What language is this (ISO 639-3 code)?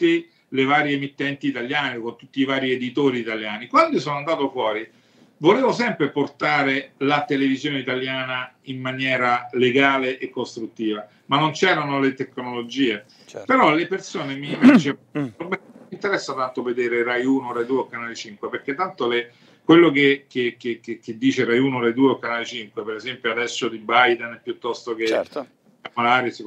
ita